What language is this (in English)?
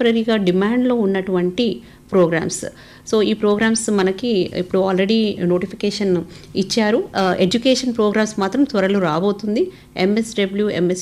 Telugu